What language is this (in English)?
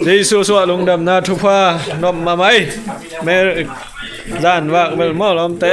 Tedim Chin